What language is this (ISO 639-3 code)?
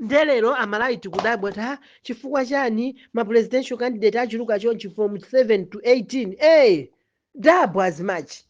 nya